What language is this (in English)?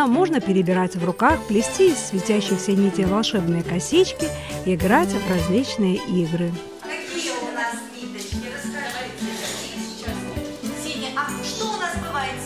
Russian